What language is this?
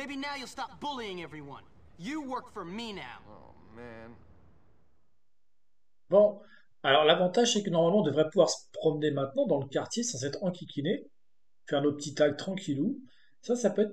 French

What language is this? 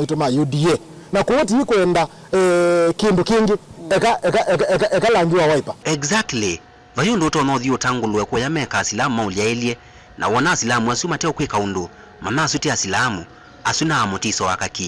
Kamba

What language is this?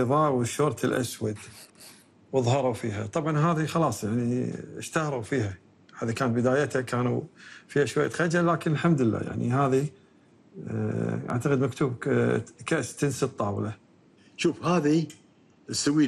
Gulf Arabic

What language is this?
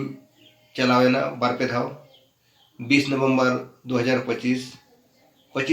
Santali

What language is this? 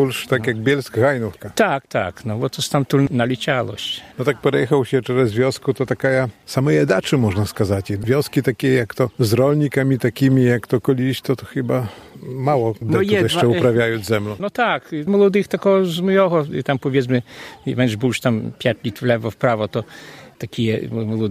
Belarusian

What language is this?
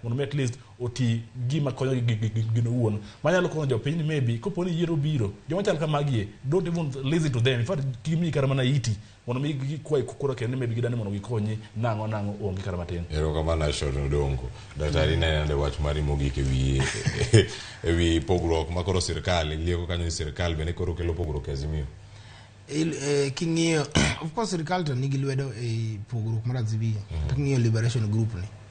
Luo (Kenya and Tanzania)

